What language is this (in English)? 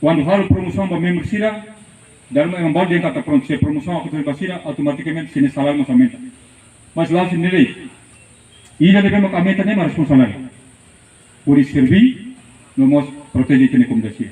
Tetum